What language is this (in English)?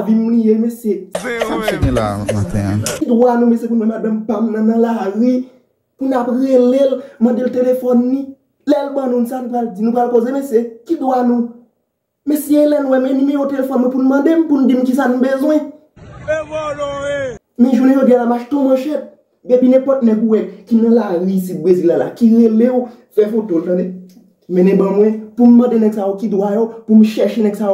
Haitian Creole